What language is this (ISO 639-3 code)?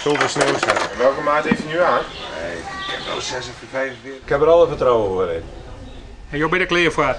fry